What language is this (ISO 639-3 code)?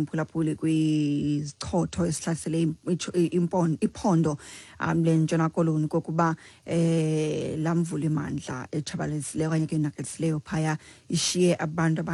xho